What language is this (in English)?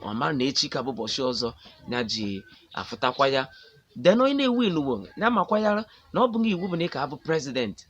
Igbo